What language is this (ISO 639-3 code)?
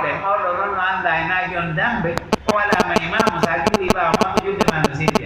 fuf